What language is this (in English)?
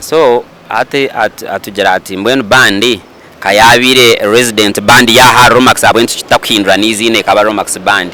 Nyankole